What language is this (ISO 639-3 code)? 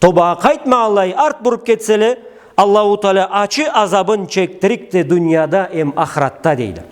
krc